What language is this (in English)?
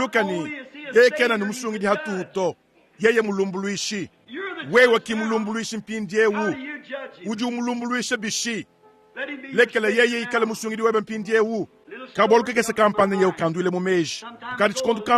Luba-Lulua